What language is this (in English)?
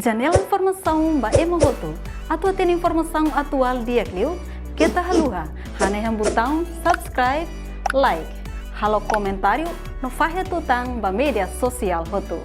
Tetum